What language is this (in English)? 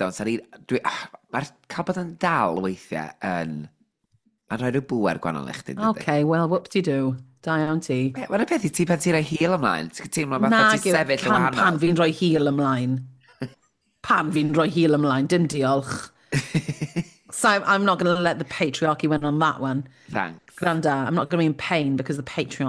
Welsh